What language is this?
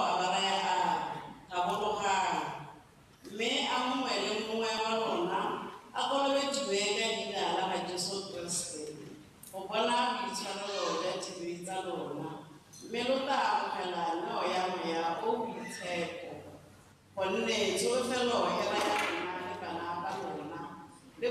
Tswana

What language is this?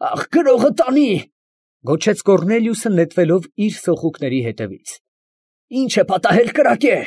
Armenian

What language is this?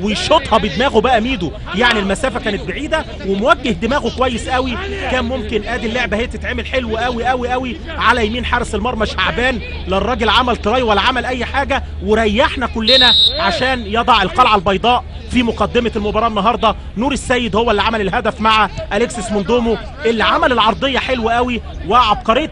Egyptian Arabic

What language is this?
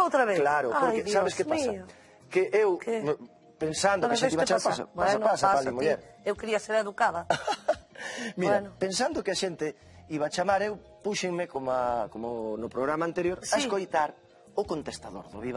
Galician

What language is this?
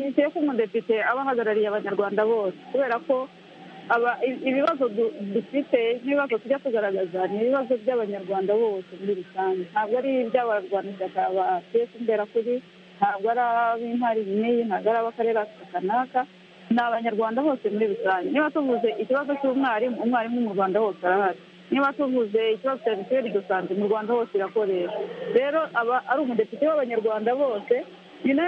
Kinyarwanda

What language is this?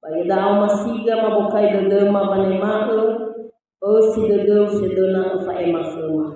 Nias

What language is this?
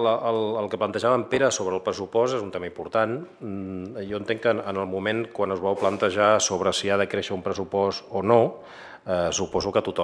Catalan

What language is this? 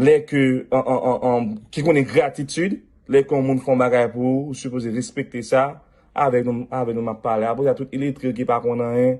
Haitian Creole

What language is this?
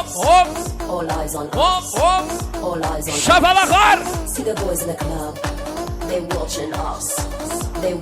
Kara-Kalpak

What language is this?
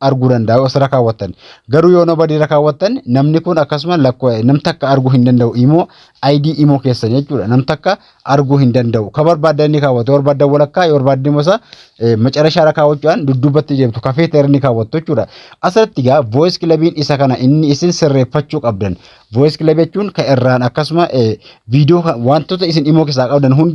Oromo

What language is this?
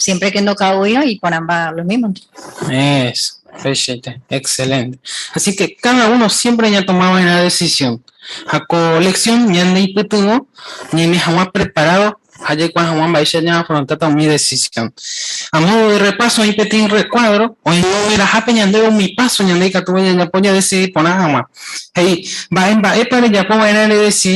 Guarani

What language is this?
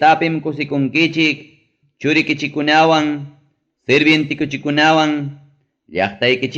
Ayacucho Quechua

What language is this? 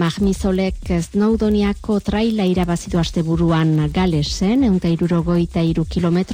Basque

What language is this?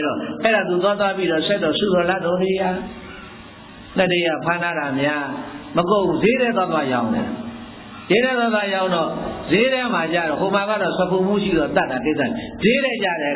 Burmese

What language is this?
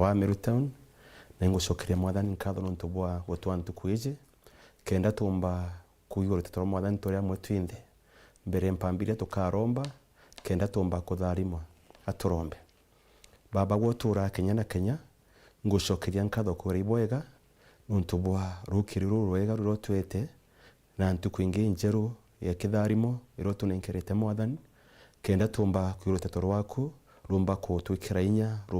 Meru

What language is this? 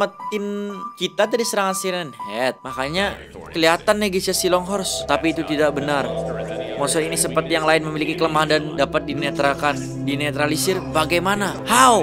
Indonesian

